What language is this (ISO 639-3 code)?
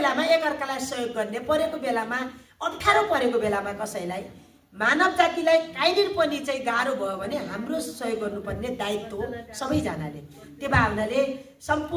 nep